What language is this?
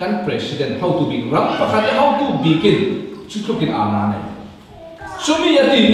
Falam Chin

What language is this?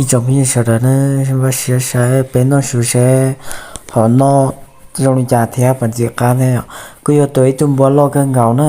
Hmong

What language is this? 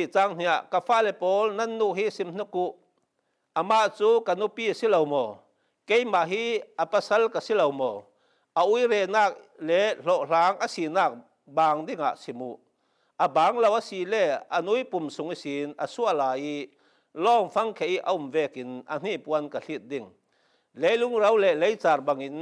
Falam Chin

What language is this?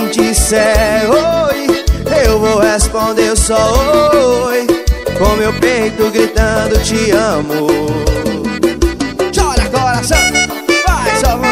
Portuguese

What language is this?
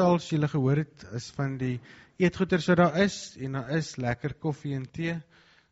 Afrikaans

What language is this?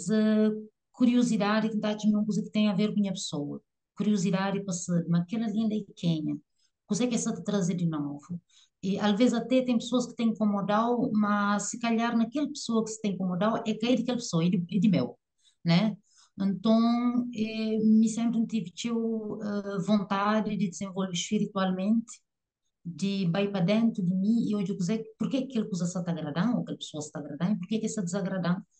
Kabuverdianu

